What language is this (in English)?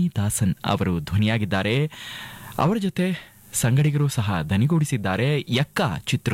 Kannada